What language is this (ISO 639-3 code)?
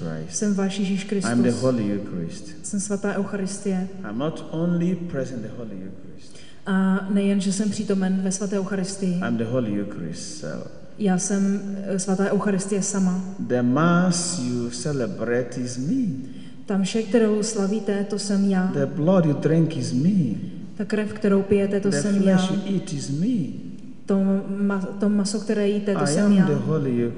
ces